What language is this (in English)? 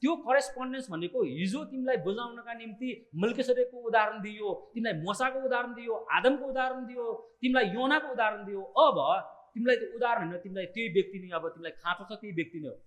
Nepali